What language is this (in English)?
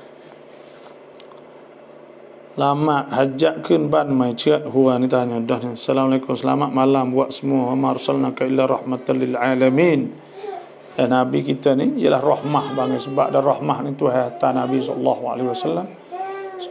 Malay